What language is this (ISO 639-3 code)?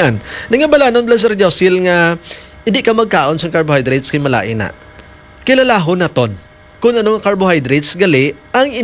hil